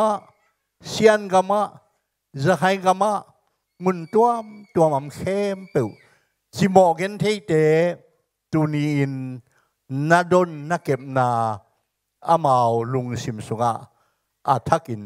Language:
Tedim Chin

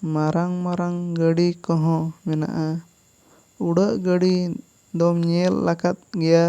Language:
Santali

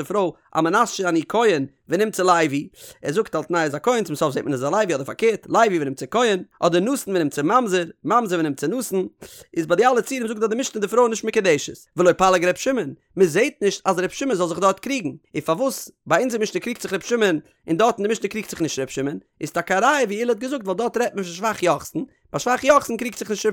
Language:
Yiddish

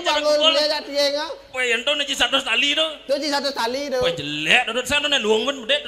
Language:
Balinese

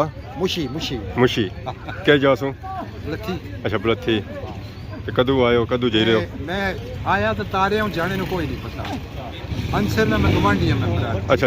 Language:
Pahari-Potwari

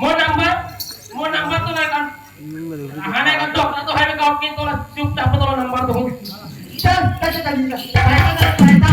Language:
Chhattisgarhi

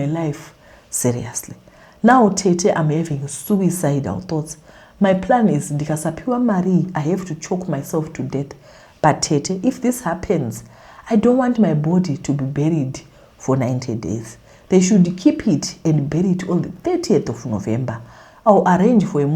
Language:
Shona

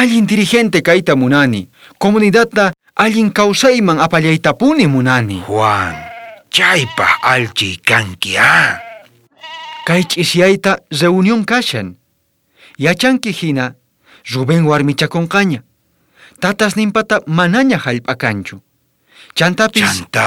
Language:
South Bolivian Quechua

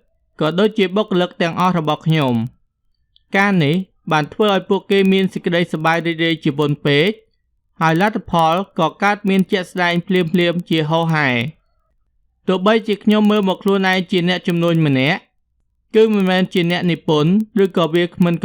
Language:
Khmer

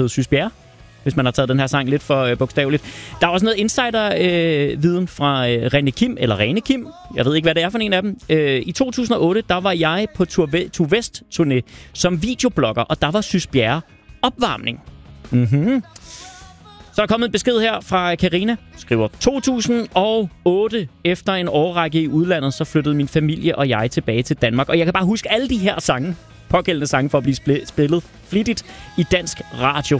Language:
Danish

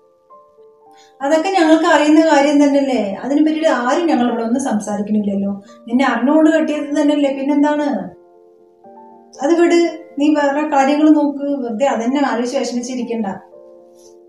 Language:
Malayalam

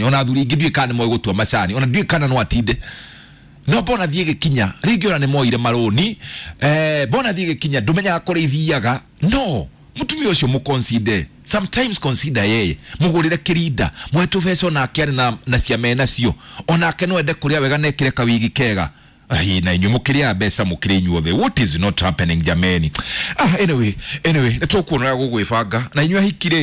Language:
Kikuyu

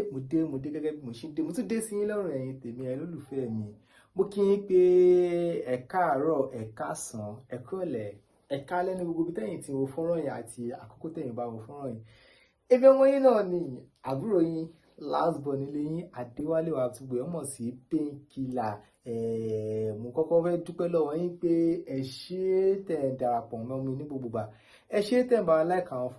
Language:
Yoruba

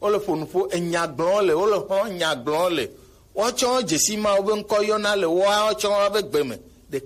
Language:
Gen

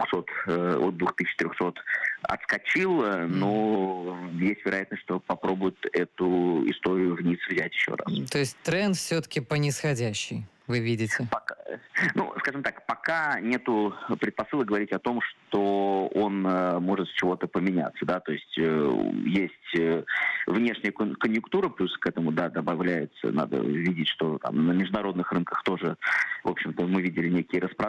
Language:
Russian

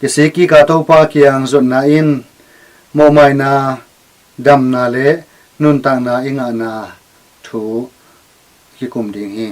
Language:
Tedim Chin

